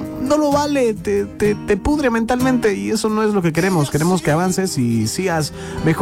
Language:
Spanish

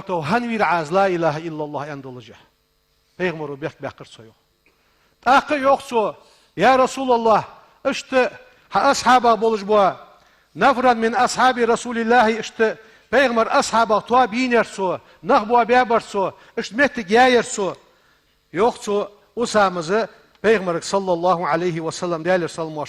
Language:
Ingush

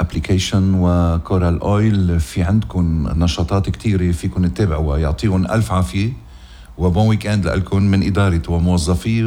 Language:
North Levantine Arabic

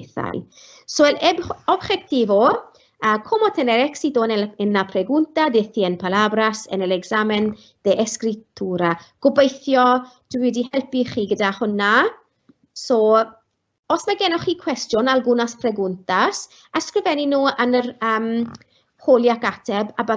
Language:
Welsh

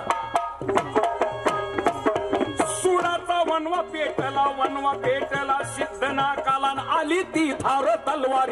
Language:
Marathi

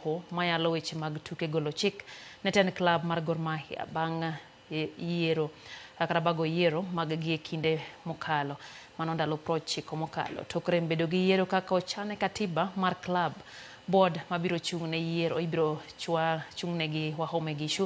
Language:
Luo (Kenya and Tanzania)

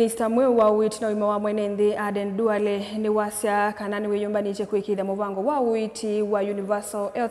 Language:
Kamba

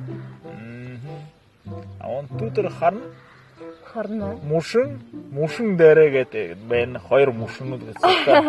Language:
Buriat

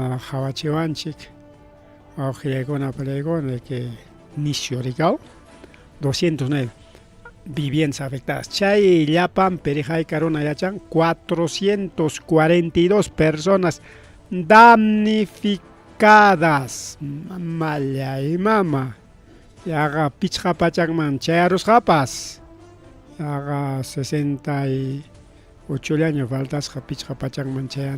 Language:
Ayacucho Quechua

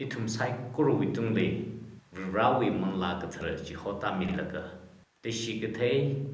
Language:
Tangkhul Naga (India)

